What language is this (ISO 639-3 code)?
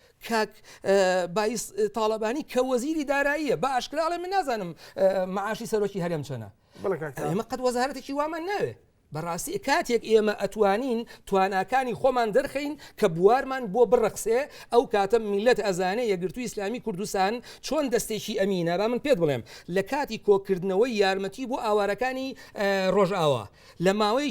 ckb